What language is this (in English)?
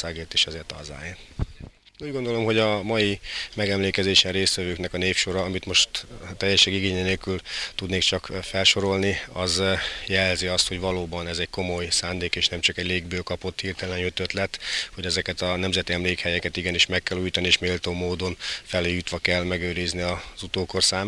Hungarian